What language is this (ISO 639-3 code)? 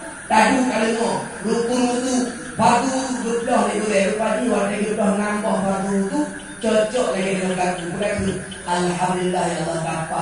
ace